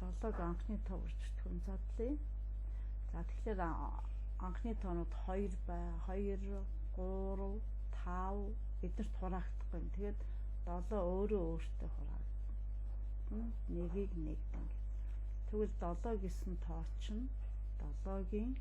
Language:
Mongolian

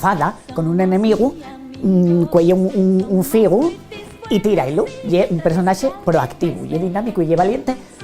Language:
Asturian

